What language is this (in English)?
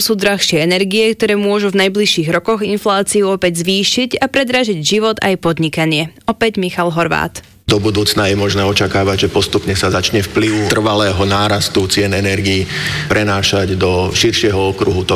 Slovak